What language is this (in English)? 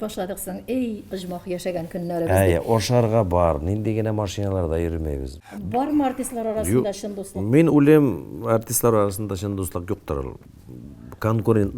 Tatar